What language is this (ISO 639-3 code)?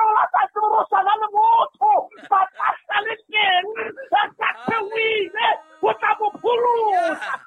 sot